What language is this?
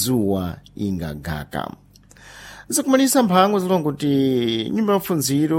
Sena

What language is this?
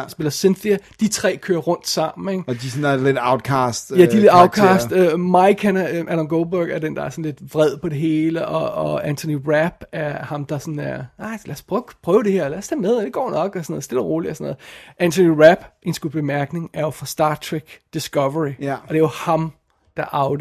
Danish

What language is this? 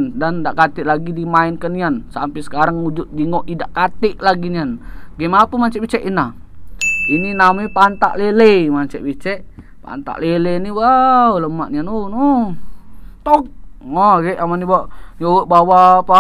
Musi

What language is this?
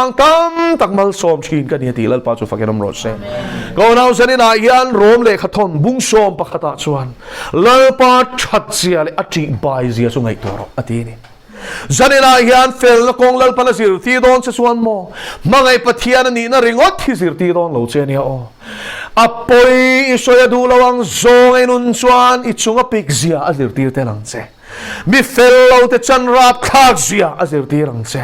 Mizo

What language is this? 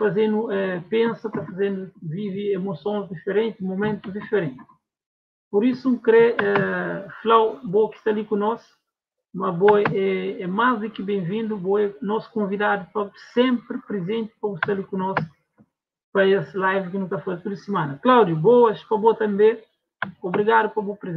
Kabuverdianu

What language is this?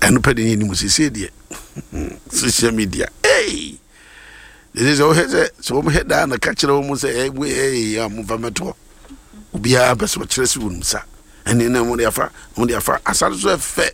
Akan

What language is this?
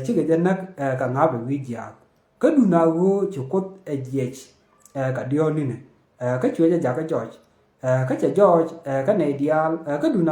Nuer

